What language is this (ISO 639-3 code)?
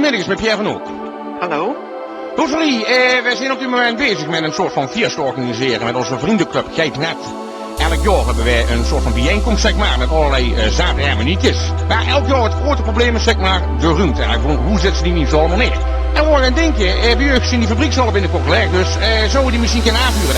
lim